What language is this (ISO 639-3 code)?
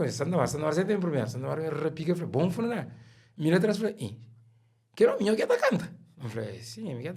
kea